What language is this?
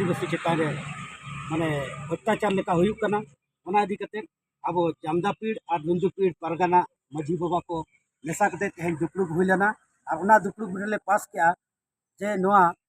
Santali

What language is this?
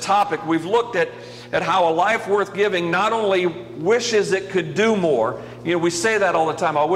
English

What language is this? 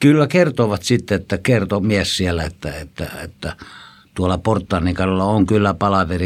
Finnish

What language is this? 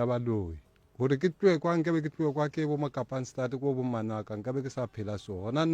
Northern Sotho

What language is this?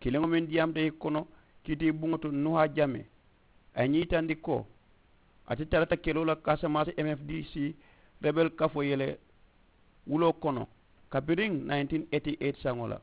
Mandingo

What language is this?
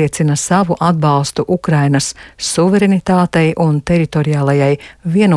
Latvian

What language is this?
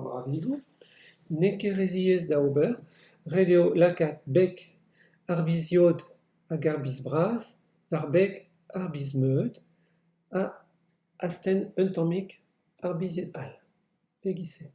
Breton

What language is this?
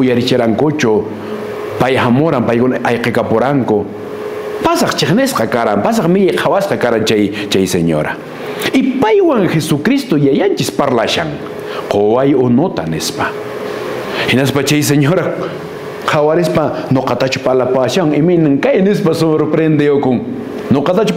Quechua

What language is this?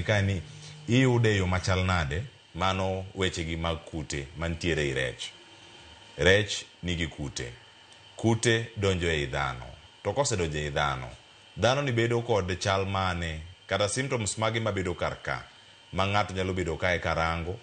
Luo (Kenya and Tanzania)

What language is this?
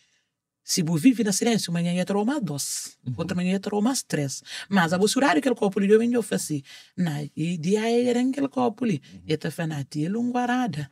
Kabuverdianu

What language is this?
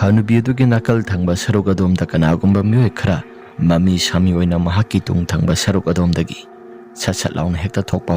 Manipuri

